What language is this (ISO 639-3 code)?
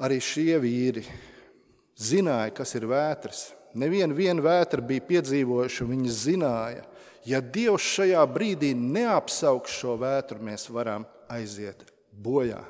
lav